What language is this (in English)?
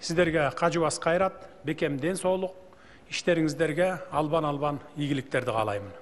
Kyrgyz